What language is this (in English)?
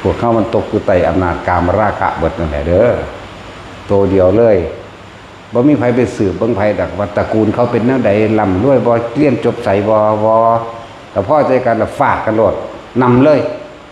Northeastern Thai